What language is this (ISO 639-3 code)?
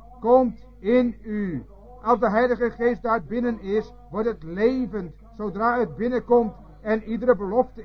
nld